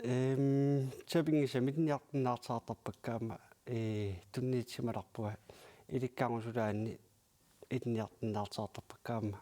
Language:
Kalaallisut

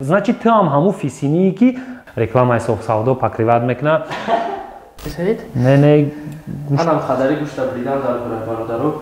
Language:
Tajik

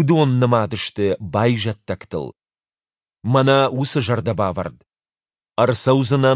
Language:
Ossetic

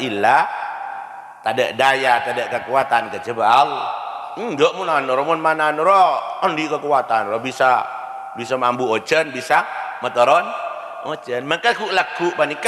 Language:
Madurese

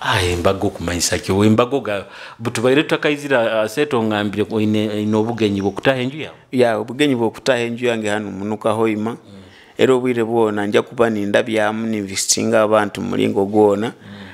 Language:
Nyoro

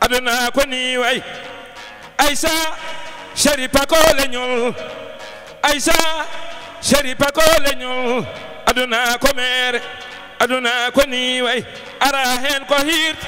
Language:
Fula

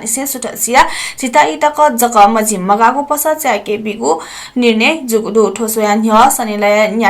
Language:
Newari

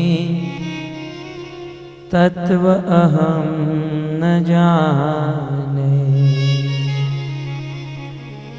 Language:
Hindi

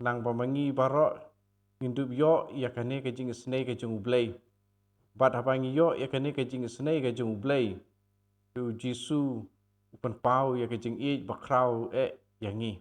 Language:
Khasi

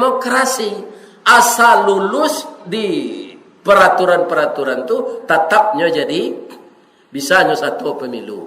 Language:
Minangkabau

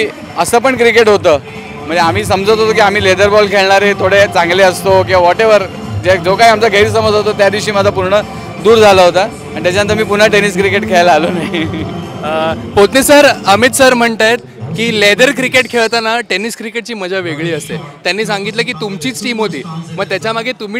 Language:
Marathi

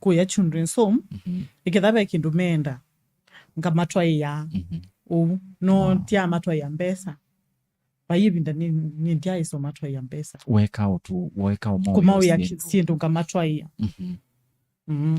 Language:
Kamba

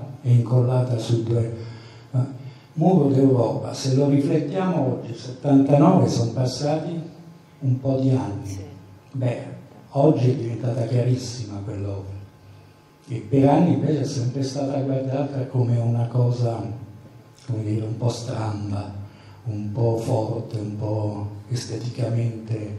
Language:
Italian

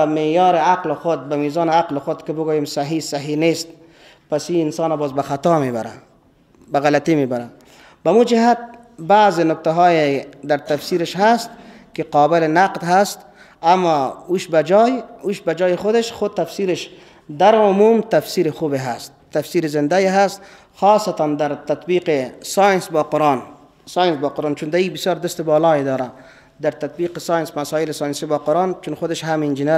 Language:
Persian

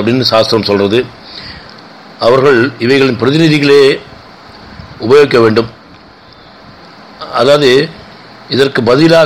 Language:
Tamil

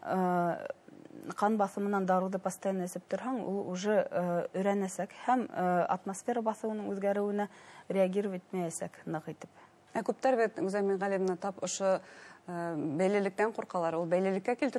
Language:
Bashkir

